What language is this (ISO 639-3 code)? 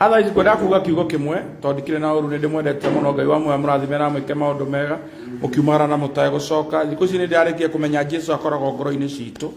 kik